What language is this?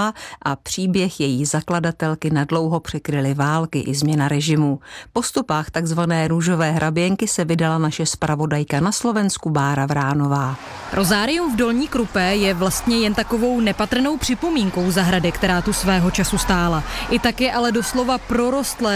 Czech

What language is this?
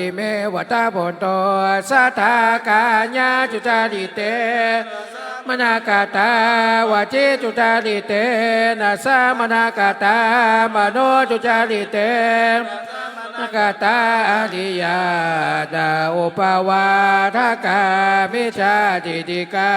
Pali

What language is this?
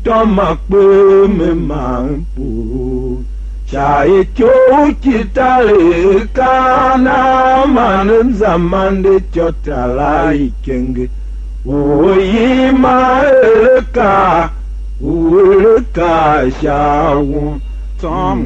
Tiv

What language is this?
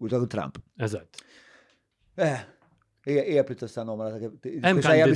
Maltese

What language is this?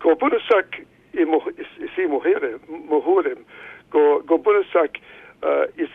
Irish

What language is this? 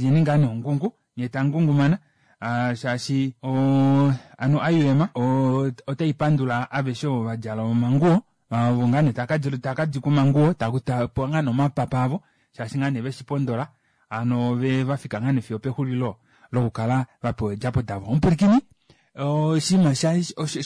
Kuanyama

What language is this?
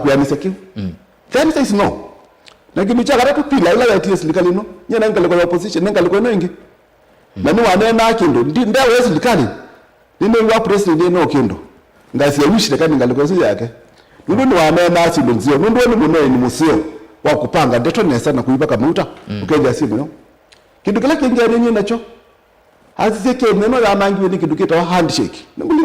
Kamba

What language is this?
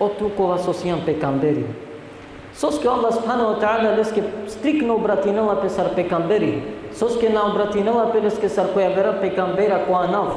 Balkan Romani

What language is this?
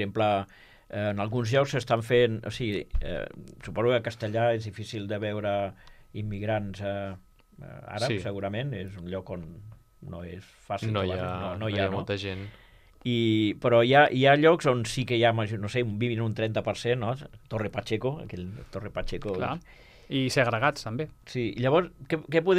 Catalan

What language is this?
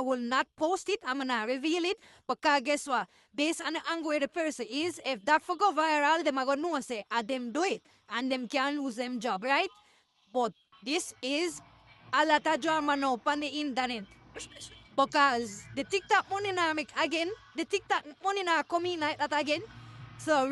Jamaican Creole English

